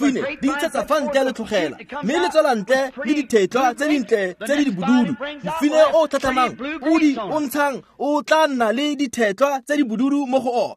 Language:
Tswana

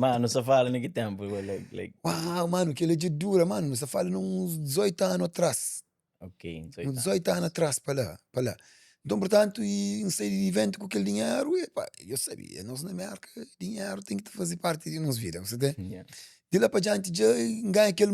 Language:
Kabuverdianu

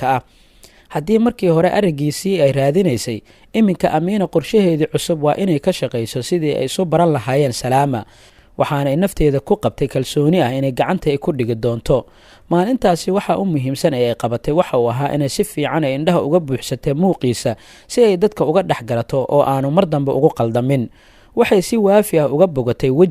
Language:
Somali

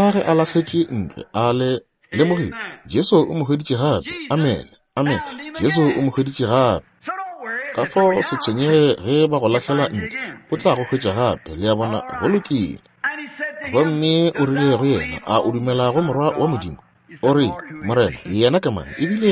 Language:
Northern Sotho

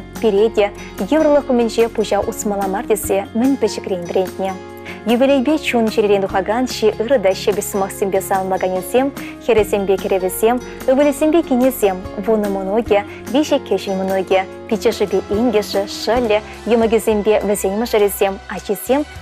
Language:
Chuvash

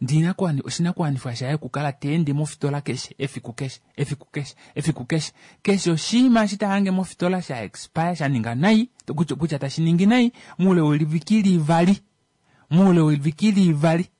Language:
Kuanyama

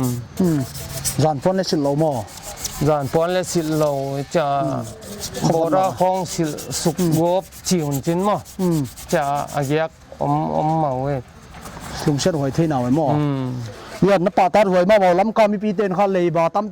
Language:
Paite Chin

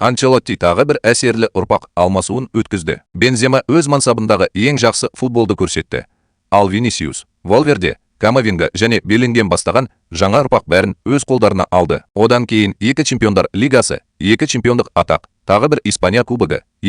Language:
Kazakh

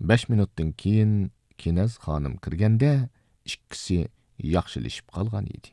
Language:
Uyghur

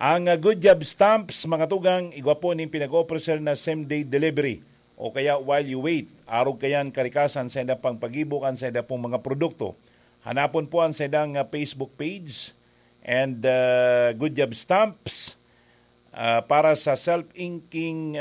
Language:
Bikol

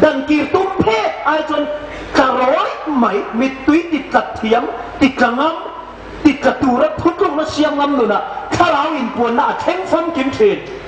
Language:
Hmar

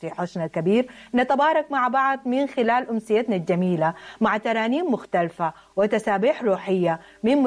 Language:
Sudanese Arabic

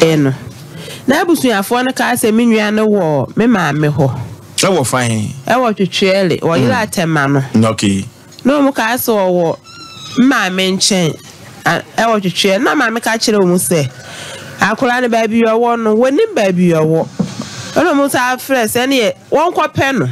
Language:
Akan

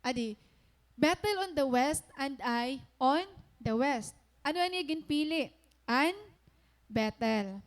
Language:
Waray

